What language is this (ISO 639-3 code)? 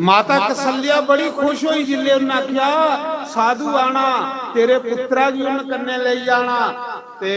doi